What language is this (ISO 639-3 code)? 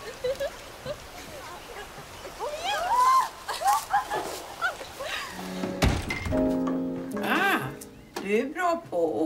swe